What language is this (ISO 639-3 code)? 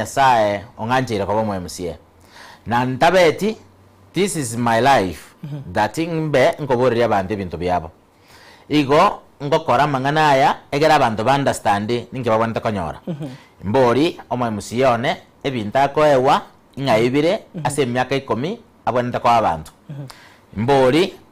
guz